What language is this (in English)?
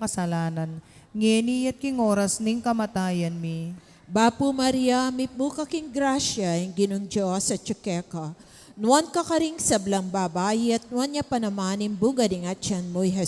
Pampanga